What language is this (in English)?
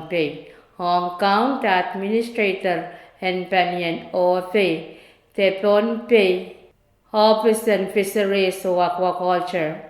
Pohnpeian